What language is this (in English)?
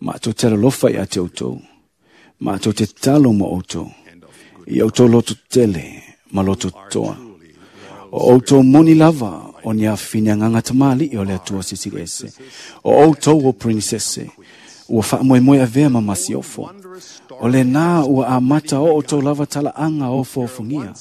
Samoan